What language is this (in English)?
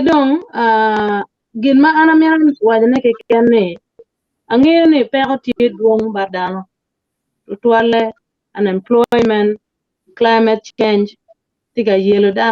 Acoli